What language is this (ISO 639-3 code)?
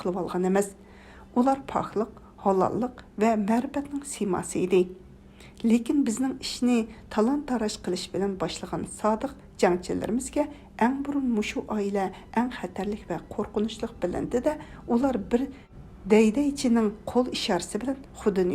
uig